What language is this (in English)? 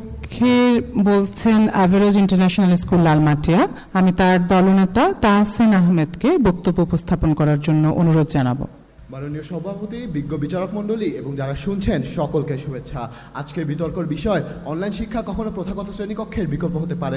Bangla